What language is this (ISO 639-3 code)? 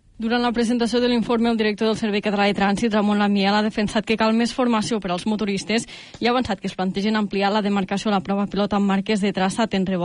cat